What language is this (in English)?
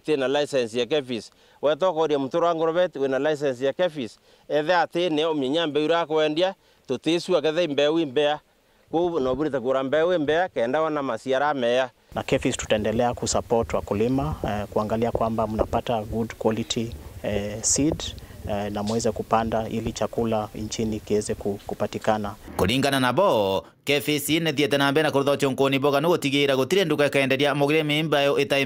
Meru